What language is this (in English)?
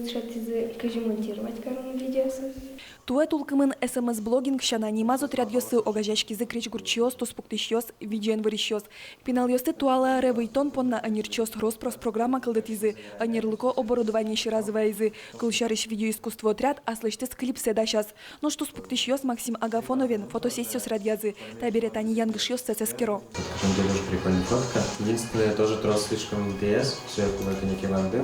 Udmurt